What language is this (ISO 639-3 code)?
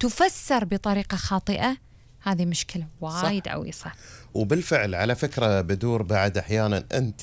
afb